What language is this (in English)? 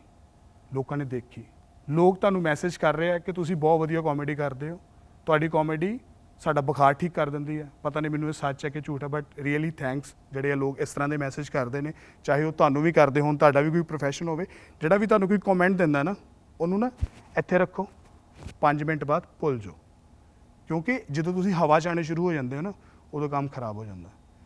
Punjabi